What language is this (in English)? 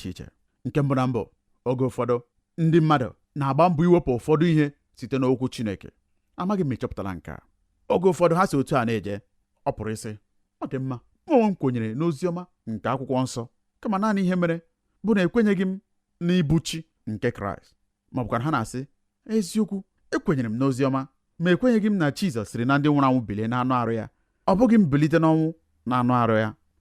Igbo